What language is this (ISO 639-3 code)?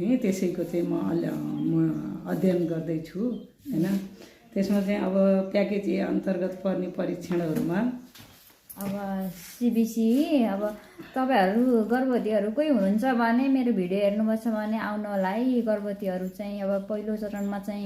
nep